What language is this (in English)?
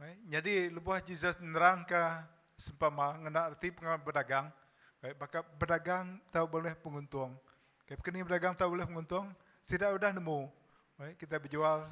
Iban